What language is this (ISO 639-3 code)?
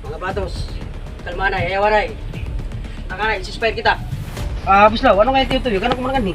war